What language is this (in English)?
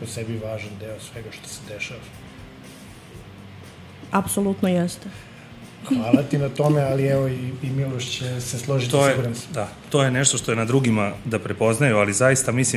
Serbian